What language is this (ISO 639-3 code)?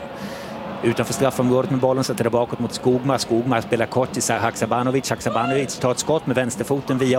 swe